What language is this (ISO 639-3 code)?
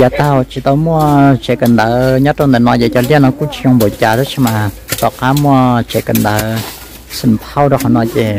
hmn